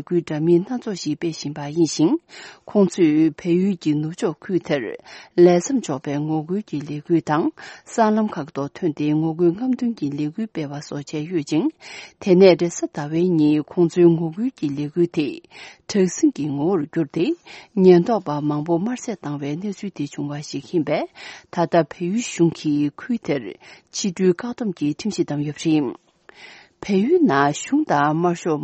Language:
Tibetan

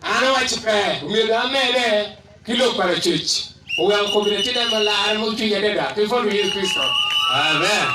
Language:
Acoli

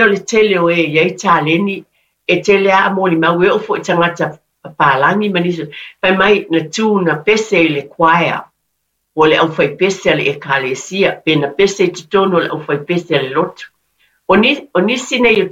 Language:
Samoan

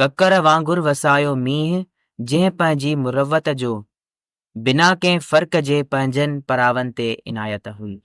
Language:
Sindhi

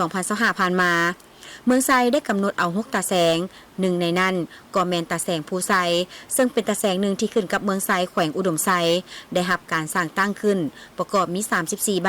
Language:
Lao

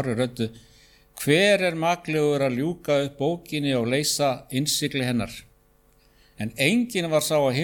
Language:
Icelandic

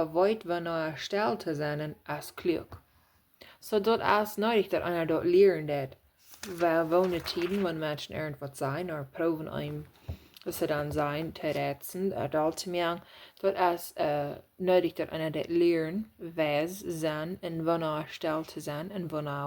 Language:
Plautdietsch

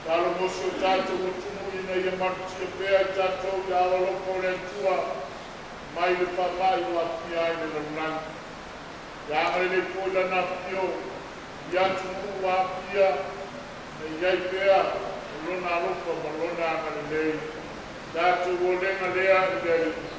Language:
Samoan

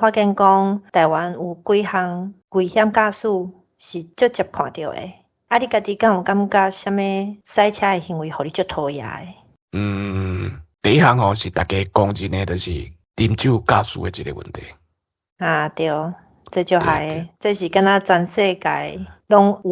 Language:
Min Nan Chinese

